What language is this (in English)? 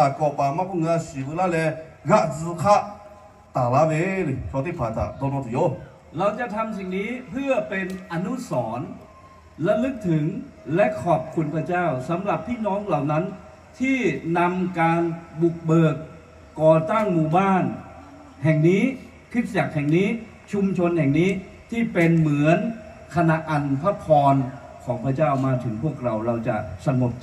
Lahu